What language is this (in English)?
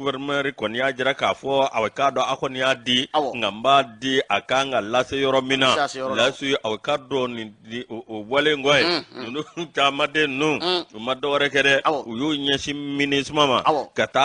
Bambara